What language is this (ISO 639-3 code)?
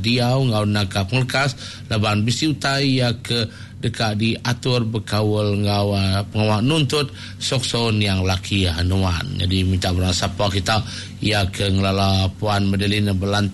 iba